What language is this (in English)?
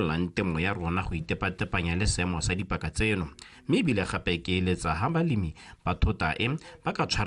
Tswana